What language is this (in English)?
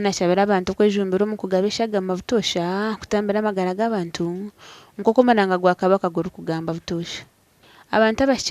Nyankole